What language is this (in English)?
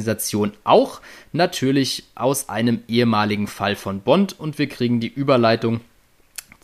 German